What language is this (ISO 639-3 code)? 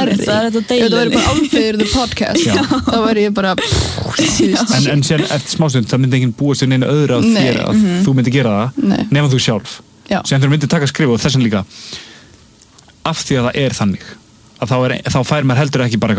isl